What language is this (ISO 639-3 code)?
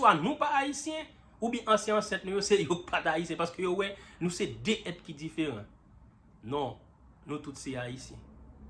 hat